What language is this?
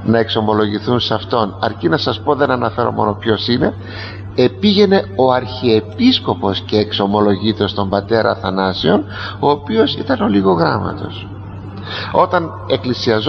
Greek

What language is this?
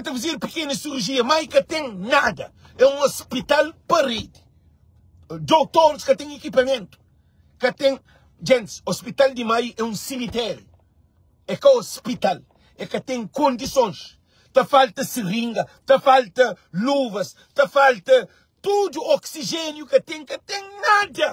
Kabuverdianu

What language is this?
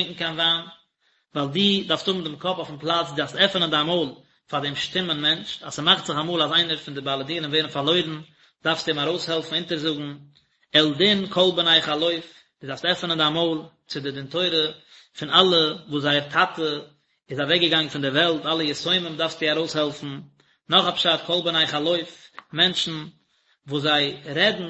Yiddish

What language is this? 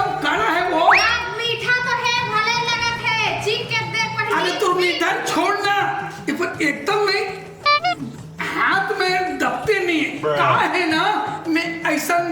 Chhattisgarhi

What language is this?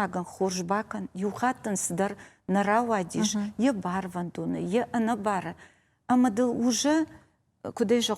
Ossetic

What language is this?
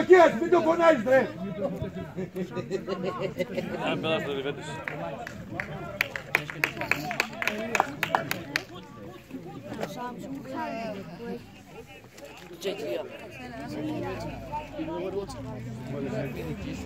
Greek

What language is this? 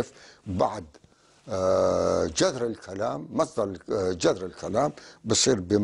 North Levantine Arabic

